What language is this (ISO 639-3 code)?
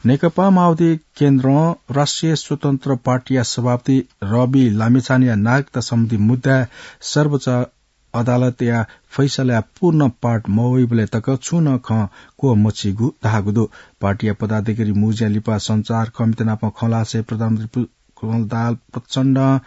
new